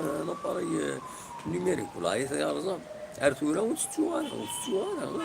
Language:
Kabyle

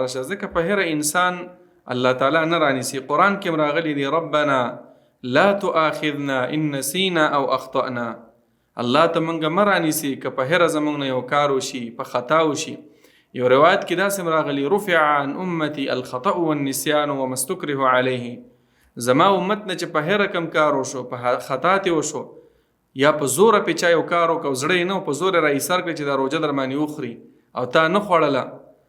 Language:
Pashto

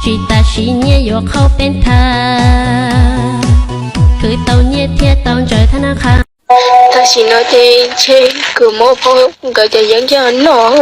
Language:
Hmong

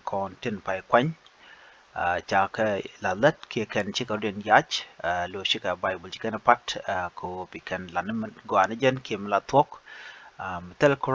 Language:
Nuer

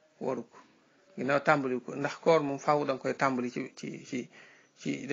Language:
Wolof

